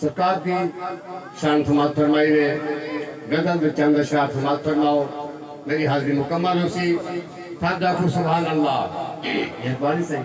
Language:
Saraiki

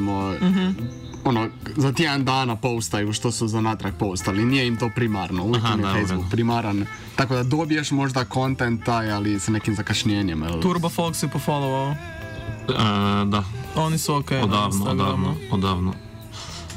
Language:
Croatian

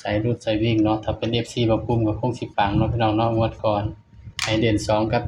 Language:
Lao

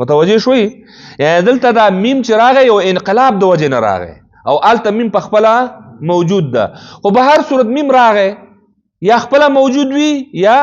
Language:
Pashto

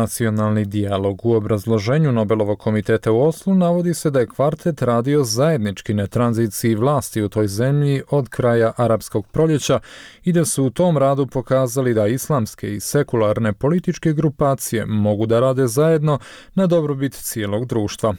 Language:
Bosnian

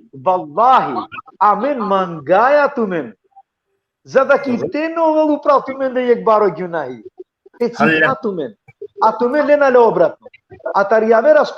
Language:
Balkan Romani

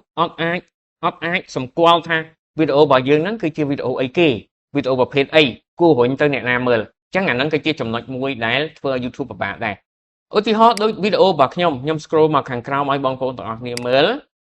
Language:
Khmer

